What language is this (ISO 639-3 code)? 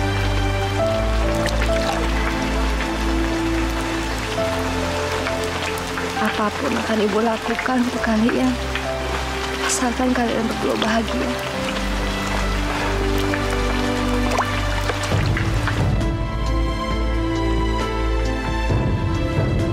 ind